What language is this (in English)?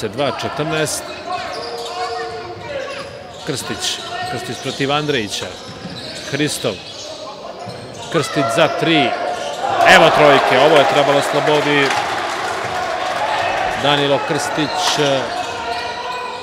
Serbian